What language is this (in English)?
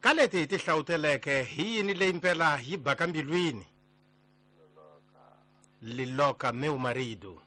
Tsonga